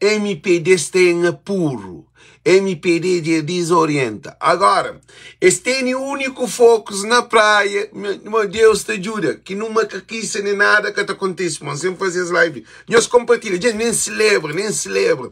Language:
Kabuverdianu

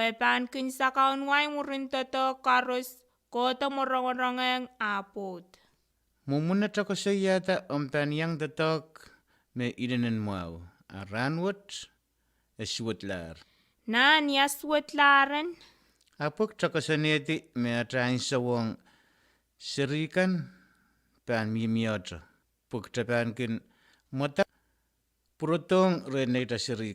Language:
Pohnpeian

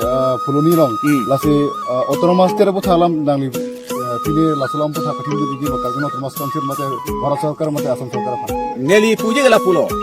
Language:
Karbi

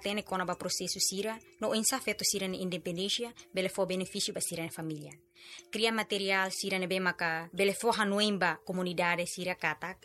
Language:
Tetum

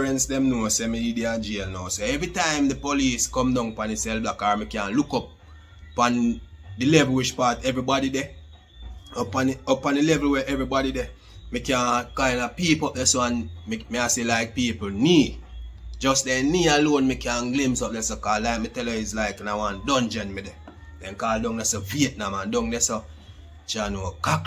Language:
Jamaican Creole English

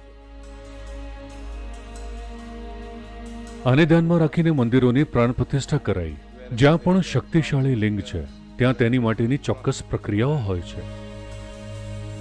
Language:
Gujarati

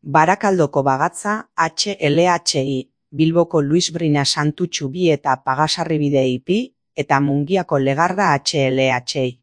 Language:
Basque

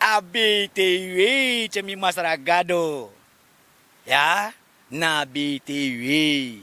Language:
Sranan Tongo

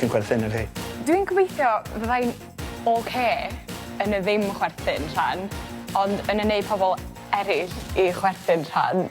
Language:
Welsh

